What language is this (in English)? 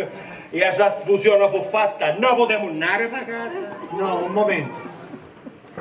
Sicilian